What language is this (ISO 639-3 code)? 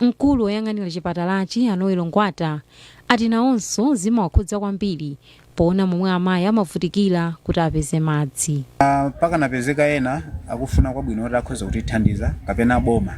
nya